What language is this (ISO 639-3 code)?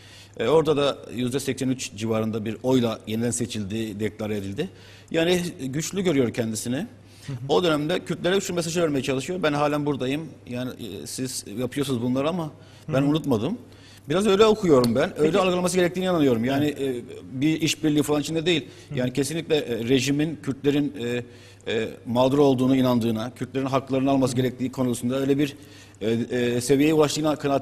tur